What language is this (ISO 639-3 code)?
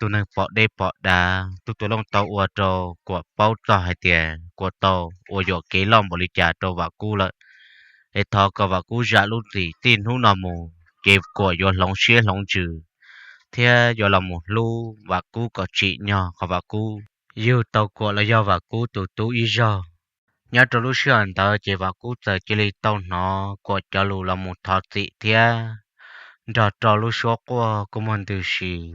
hmn